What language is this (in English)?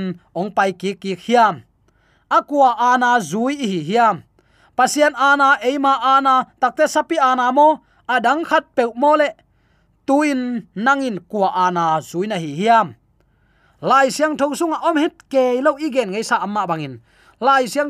Tedim Chin